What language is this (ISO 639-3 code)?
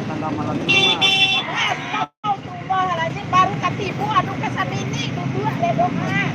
min